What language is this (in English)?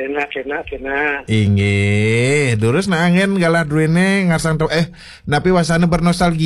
Balinese